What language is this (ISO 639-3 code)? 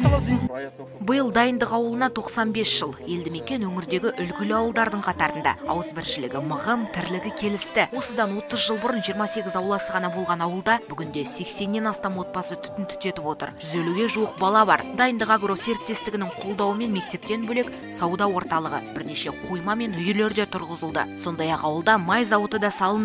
kaz